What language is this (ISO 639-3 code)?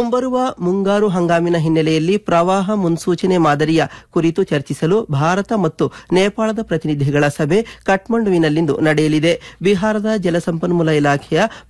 kan